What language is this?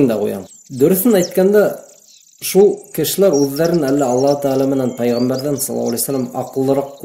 Bashkir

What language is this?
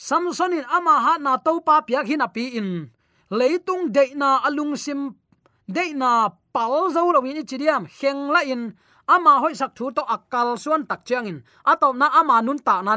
Tedim Chin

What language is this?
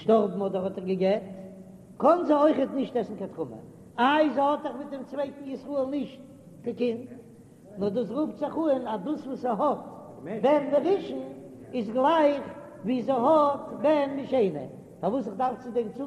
Yiddish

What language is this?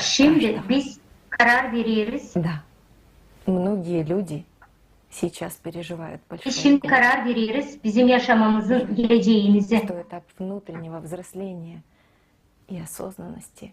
Gagauz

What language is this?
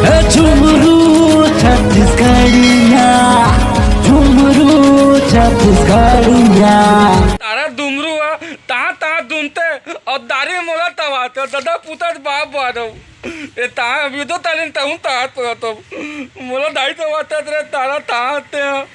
Chhattisgarhi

